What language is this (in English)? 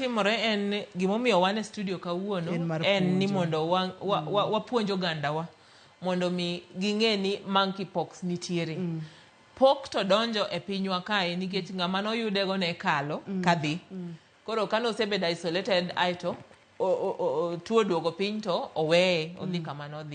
Luo (Kenya and Tanzania)